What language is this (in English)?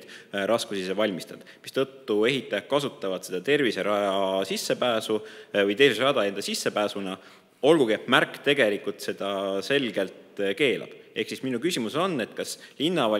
Estonian